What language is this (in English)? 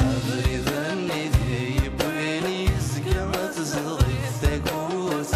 Kabyle